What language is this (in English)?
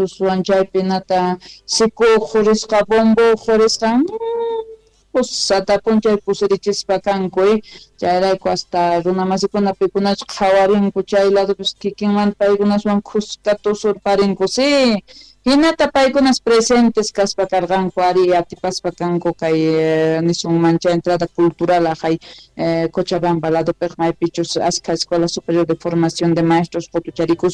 South Bolivian Quechua